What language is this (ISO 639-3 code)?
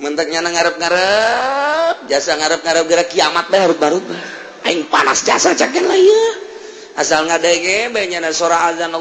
sun